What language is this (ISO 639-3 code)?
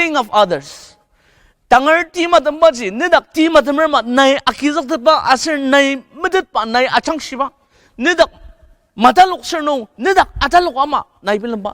njo